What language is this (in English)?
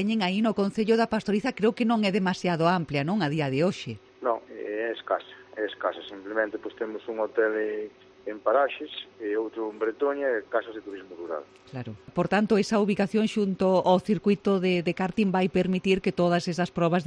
Galician